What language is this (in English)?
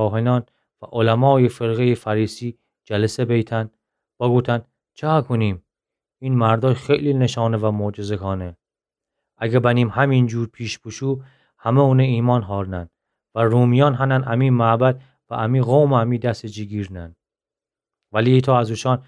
Gilaki